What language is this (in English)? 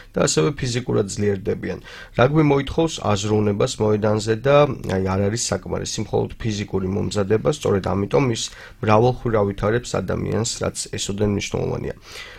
Georgian